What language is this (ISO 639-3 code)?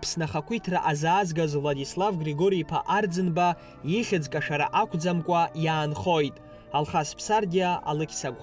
abk